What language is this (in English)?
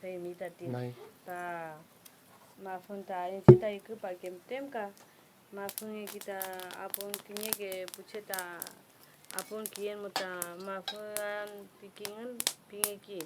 Mapuche